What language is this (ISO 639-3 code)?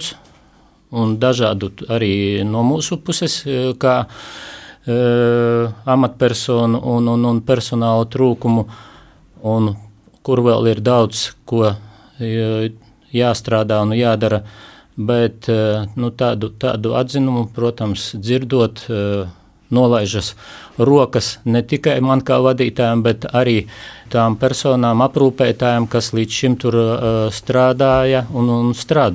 lav